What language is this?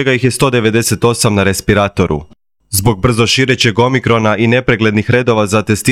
Croatian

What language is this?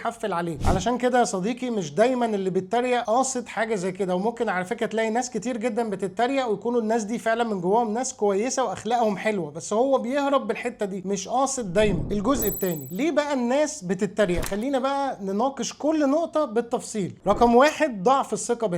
Egyptian Arabic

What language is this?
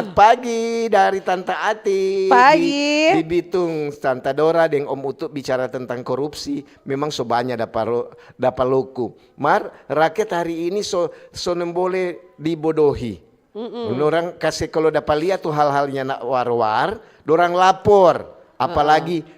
Manado Malay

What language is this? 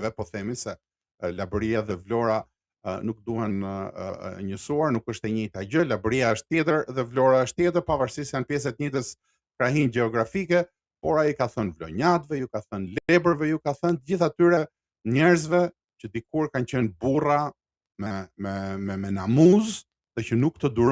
Albanian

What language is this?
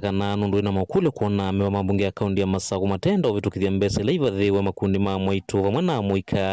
Kamba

